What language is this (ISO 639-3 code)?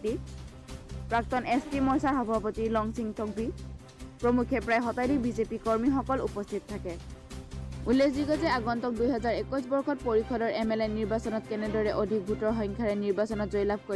mjw